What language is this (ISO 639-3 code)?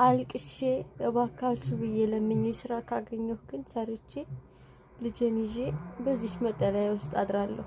amh